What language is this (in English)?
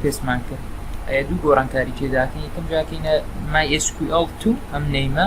Central Kurdish